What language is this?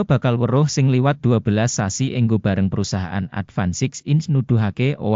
Javanese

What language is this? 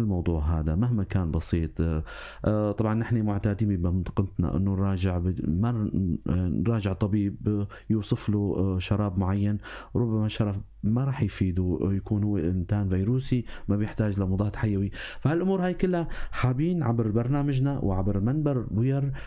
North Levantine Arabic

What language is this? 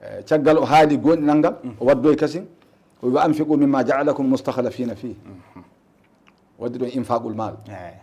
Fula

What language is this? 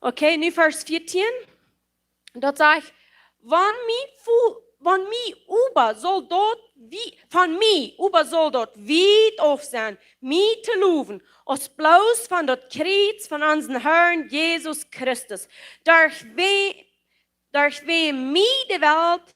Plautdietsch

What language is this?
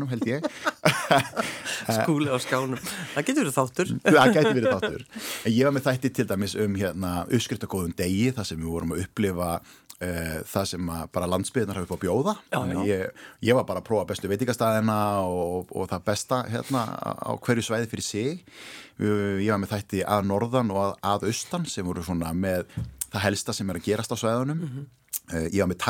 Icelandic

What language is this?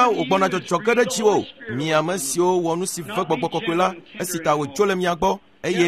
Ewe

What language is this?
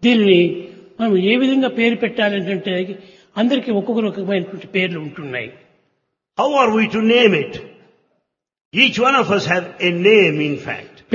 Telugu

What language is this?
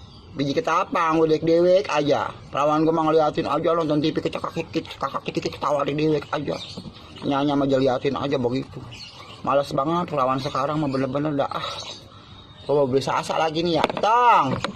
Betawi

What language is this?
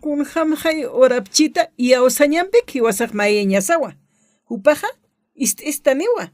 Aymara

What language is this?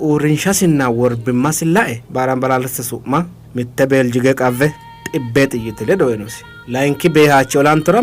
Sidamo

